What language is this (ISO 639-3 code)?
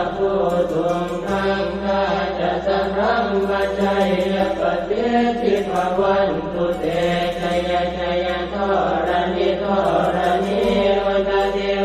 pli